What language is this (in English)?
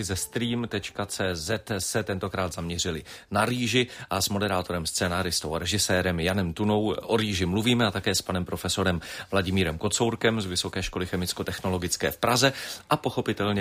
Czech